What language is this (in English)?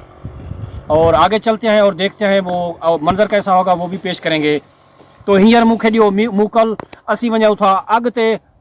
Saraiki